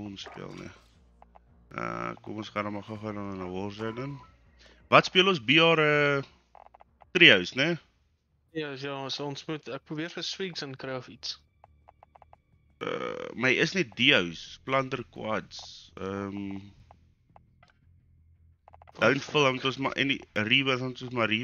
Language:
Afrikaans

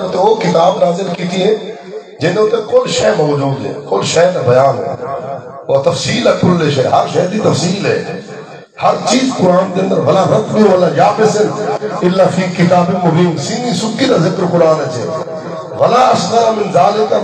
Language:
Saraiki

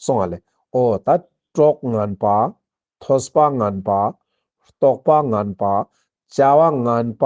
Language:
Ladakhi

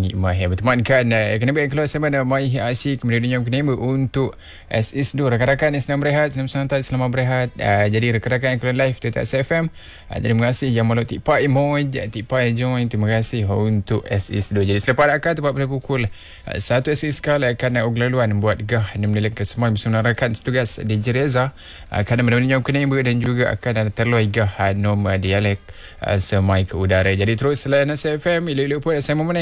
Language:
Malay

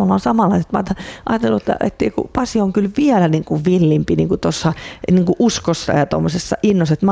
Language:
Finnish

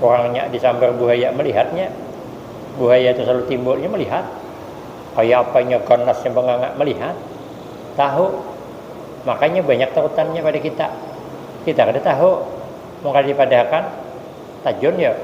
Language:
Banjar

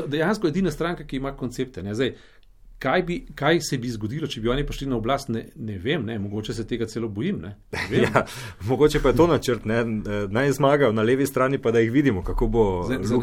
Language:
Slovenian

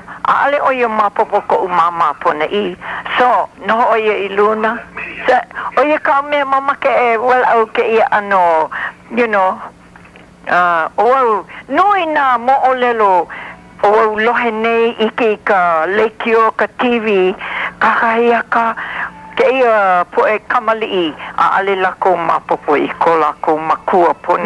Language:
Hawaiian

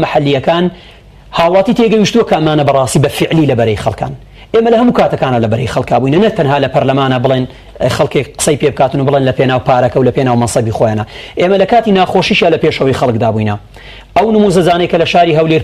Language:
Central Kurdish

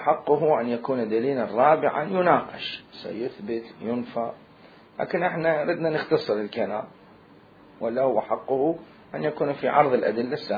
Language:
Mesopotamian Arabic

